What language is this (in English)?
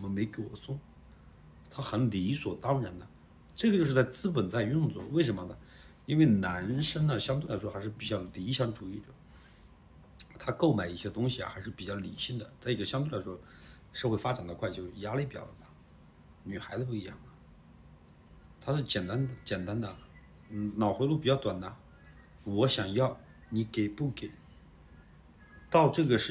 Chinese